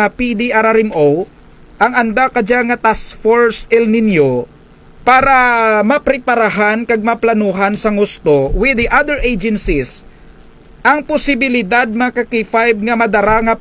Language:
Kinaray-a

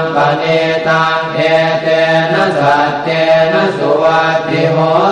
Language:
Pali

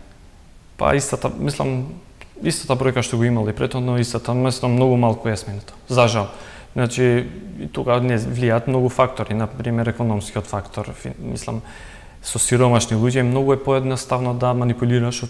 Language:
Macedonian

